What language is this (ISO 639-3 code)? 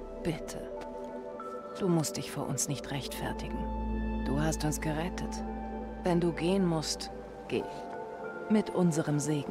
deu